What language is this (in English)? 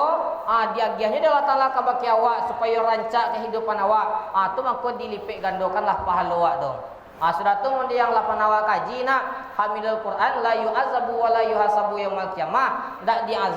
Minangkabau